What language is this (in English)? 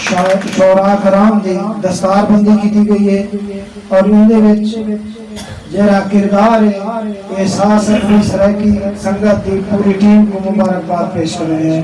Saraiki